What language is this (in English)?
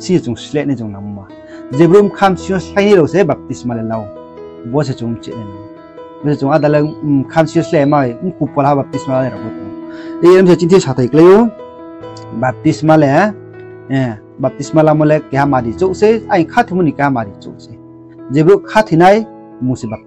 Riang (India)